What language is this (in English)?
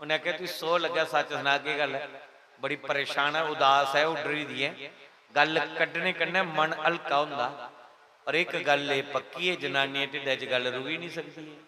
Dogri